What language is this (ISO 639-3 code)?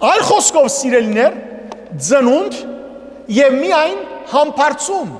hyw